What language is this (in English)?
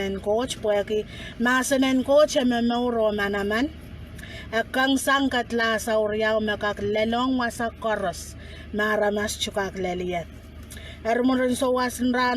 Pohnpeian